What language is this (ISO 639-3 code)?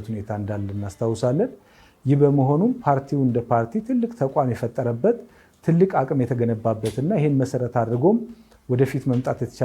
amh